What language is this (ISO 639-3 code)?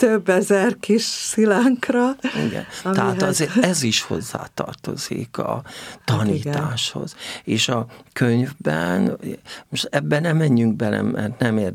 hun